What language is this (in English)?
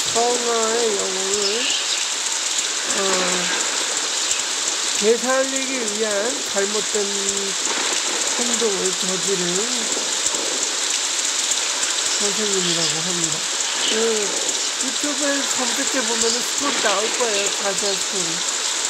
Korean